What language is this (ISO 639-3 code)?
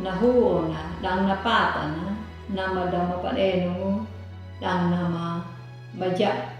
akg